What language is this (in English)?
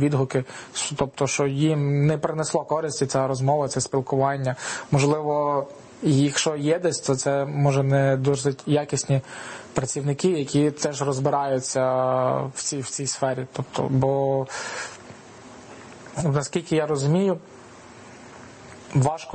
Ukrainian